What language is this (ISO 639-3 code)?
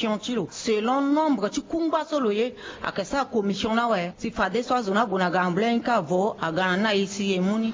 sag